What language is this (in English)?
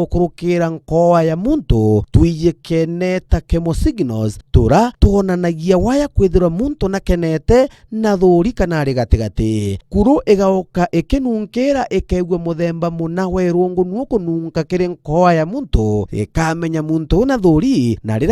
Meru